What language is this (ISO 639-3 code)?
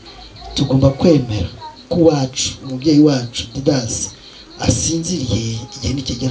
kin